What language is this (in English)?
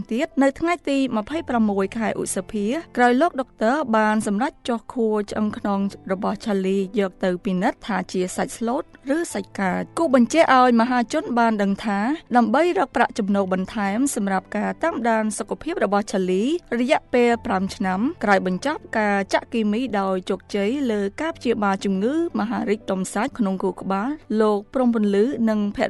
Khmer